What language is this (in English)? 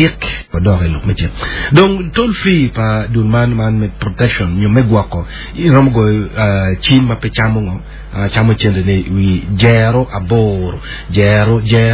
Acoli